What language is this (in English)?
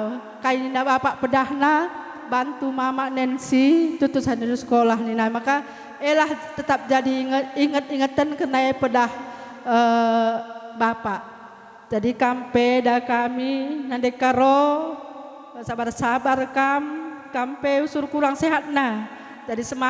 Batak Karo